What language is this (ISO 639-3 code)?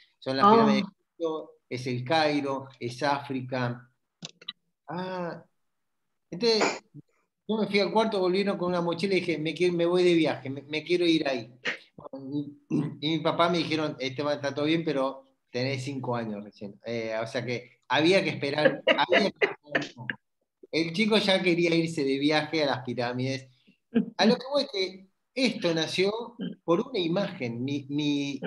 spa